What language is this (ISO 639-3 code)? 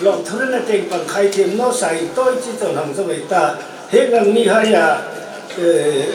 hmr